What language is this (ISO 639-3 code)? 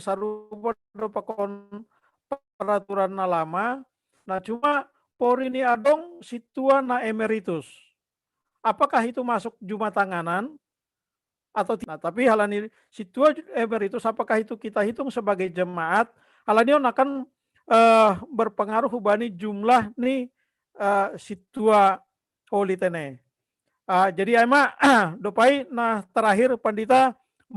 bts